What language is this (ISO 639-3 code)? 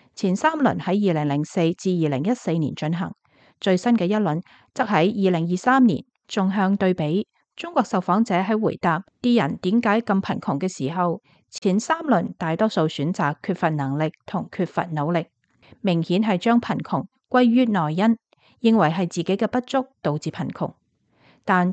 yue